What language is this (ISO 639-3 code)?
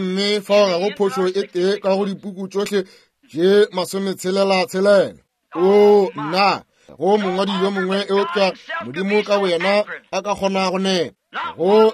nso